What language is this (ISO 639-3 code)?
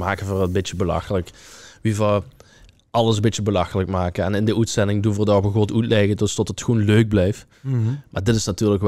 lim